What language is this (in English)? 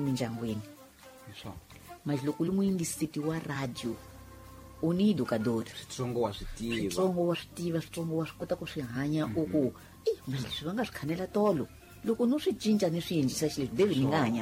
Tsonga